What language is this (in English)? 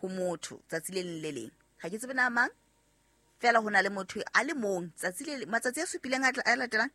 Southern Sotho